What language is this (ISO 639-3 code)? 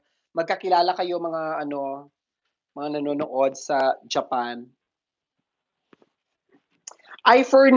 fil